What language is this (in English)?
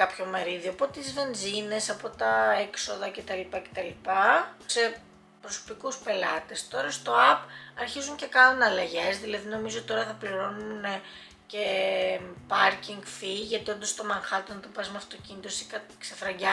Greek